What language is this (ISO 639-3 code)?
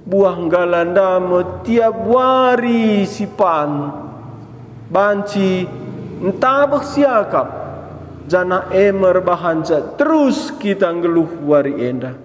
btx